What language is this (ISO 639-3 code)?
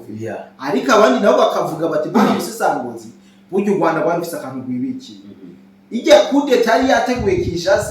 run